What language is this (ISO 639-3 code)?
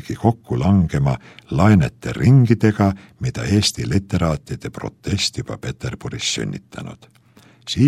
est